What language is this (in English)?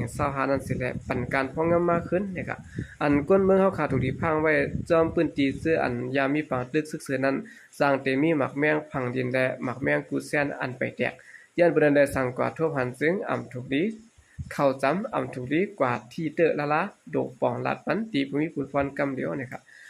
Shan